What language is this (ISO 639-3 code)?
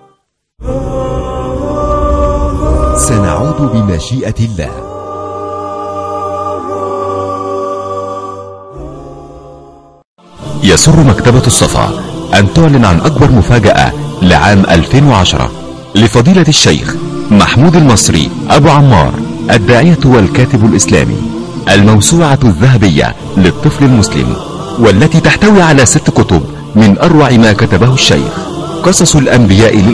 ara